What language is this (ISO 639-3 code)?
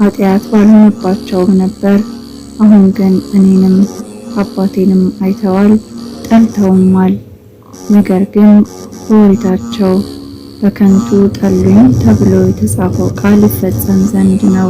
amh